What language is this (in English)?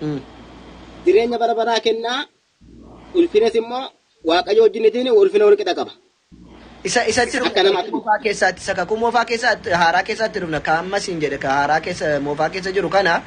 Oromo